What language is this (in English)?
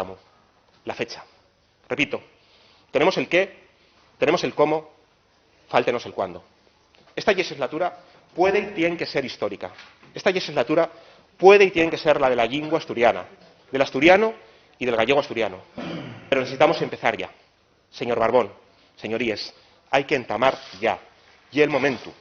Asturian